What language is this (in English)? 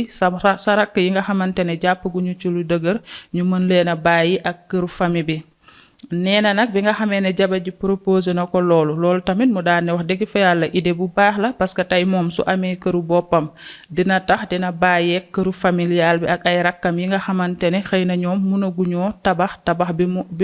Wolof